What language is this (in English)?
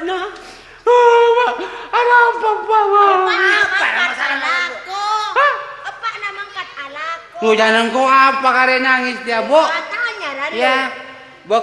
Madurese